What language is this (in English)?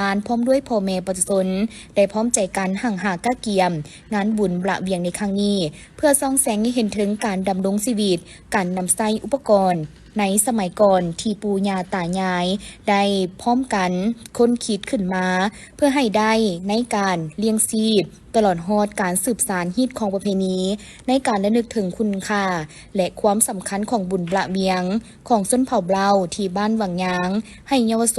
Lao